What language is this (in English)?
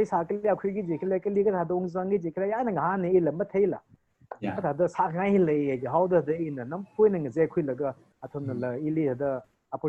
Tangkhul Naga (India)